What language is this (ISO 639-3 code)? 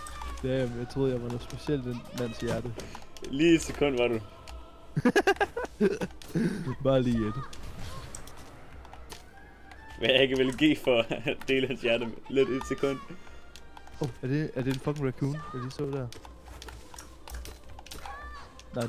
dan